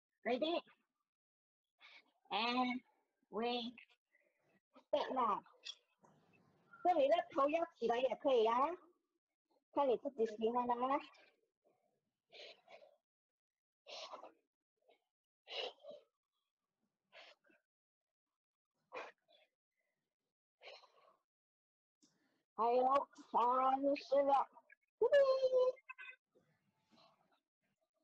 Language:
Chinese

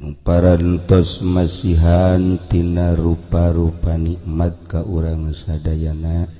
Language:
Sundanese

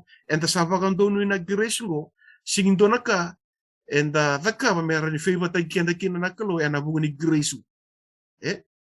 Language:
Fijian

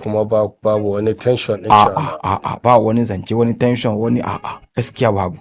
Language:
Hausa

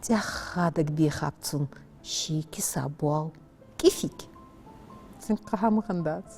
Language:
Ingush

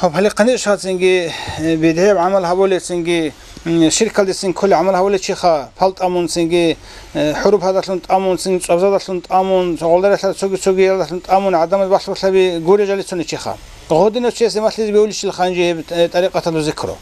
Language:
Avaric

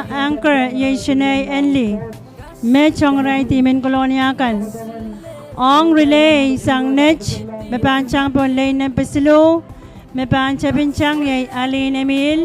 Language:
Pohnpeian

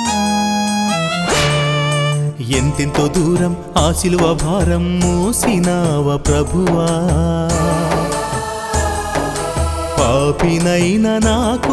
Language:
Telugu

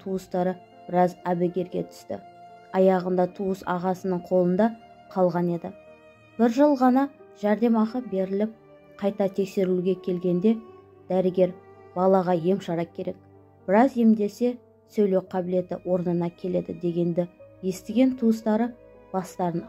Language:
Kazakh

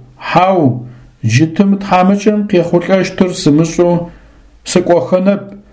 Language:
Adyghe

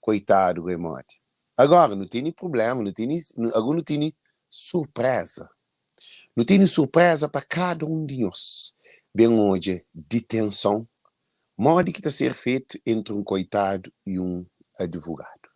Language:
Kabuverdianu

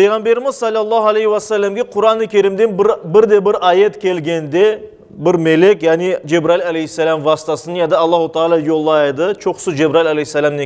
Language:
Crimean Tatar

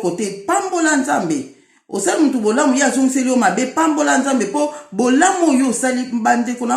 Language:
Lingala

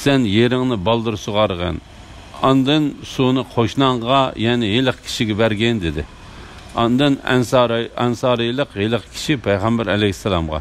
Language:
Uyghur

